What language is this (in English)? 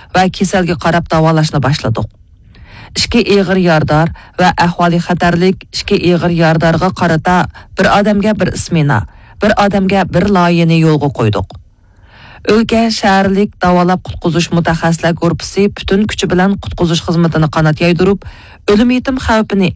Uyghur